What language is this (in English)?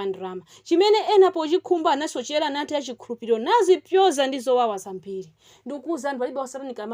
Nyanja